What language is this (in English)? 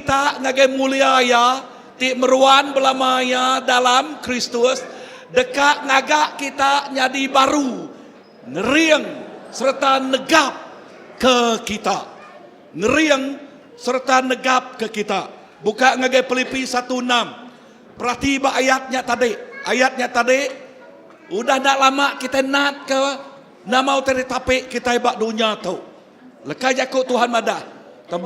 Iban